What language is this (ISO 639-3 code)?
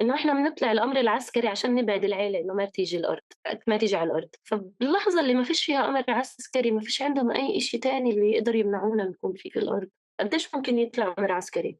apc